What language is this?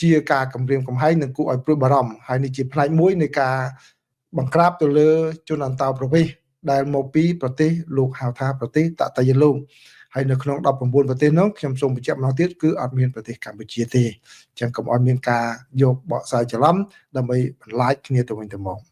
Khmer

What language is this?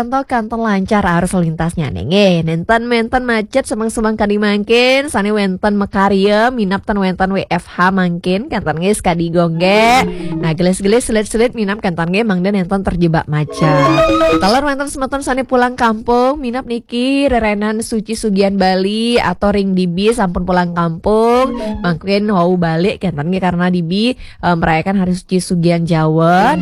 Balinese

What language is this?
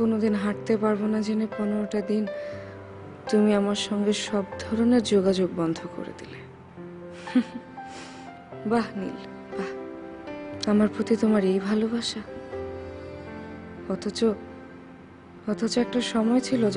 Bangla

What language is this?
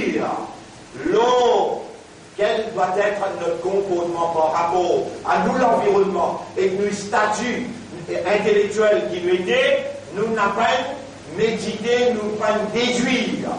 Morisyen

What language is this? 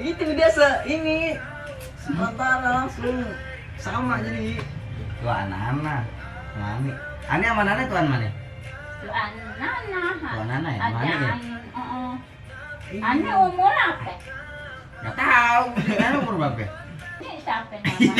Betawi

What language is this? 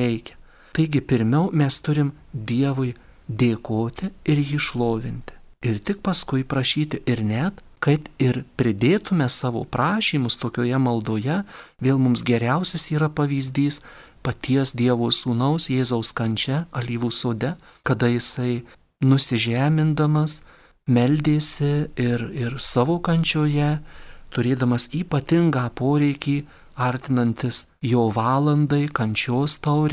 Lithuanian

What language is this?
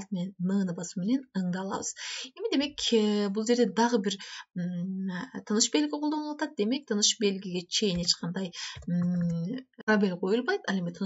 Kyrgyz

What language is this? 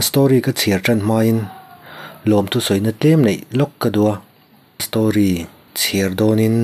Mizo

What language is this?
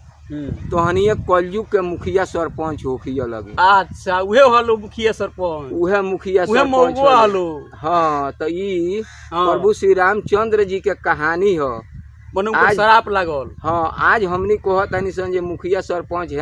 Bhojpuri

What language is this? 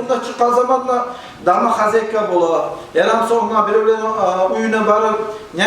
Kumyk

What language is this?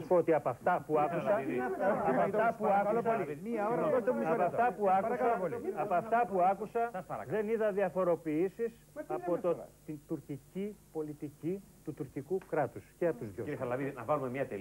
Greek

